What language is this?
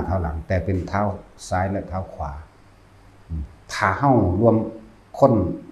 Northeastern Thai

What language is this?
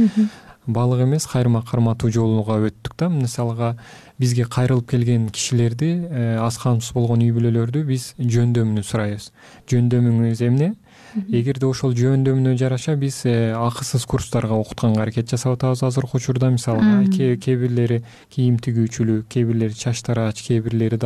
Kyrgyz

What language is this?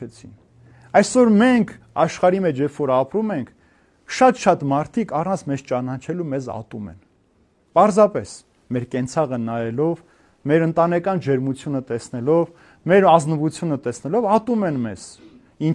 Armenian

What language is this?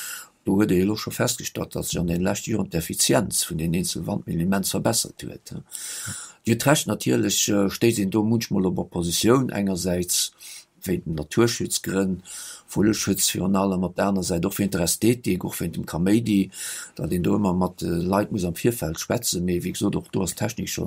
Luxembourgish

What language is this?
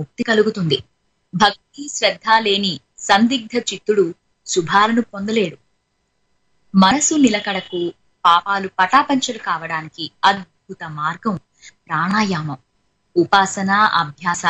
Telugu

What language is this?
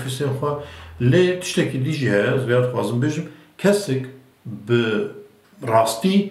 Kurdish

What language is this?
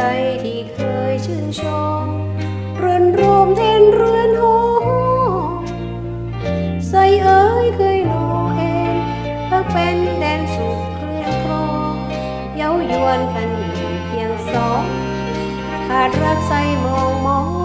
Thai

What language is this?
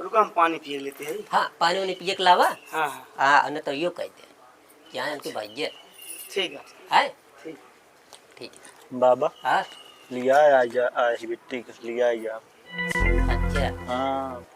Awadhi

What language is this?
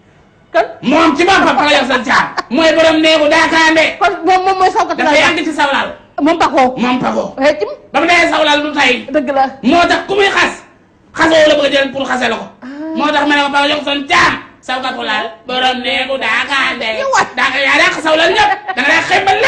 Wolof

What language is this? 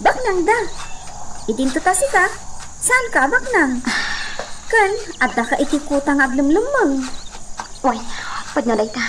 Iloko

